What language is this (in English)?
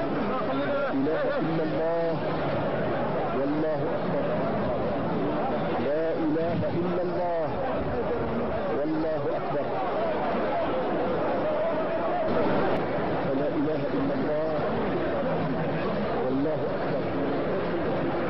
Arabic